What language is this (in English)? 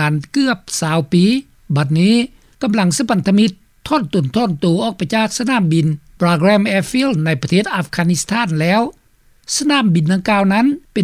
Lao